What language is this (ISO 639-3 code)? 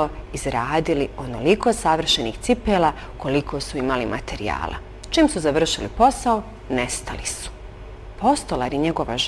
bos